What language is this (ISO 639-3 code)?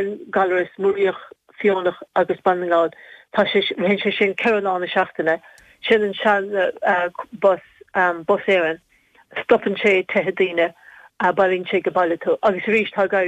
gle